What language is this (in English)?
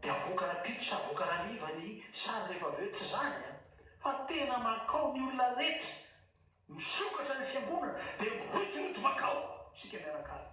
Malagasy